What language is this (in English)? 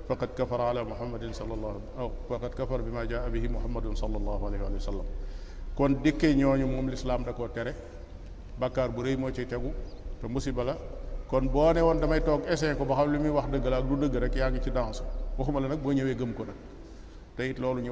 Wolof